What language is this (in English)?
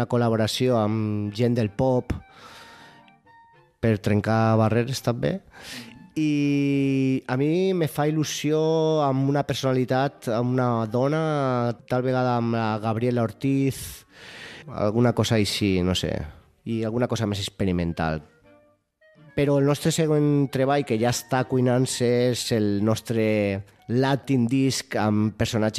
Catalan